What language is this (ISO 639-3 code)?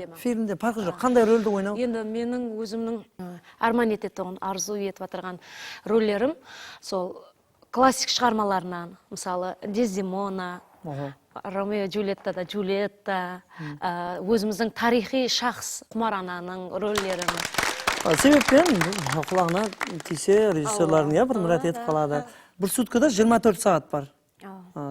kaa